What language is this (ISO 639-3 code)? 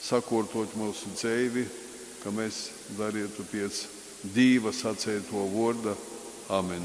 ltg